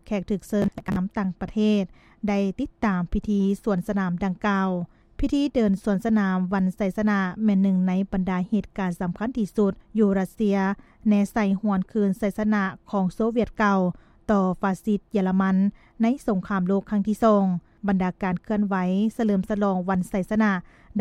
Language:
Lao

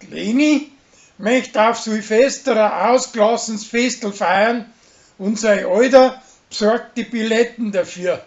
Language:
Bavarian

